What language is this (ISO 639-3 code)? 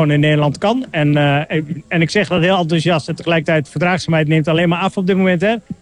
nld